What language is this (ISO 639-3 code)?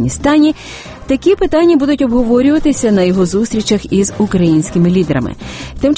ukr